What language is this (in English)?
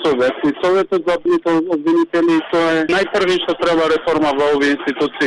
Macedonian